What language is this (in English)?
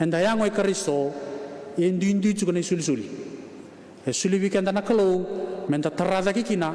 Fijian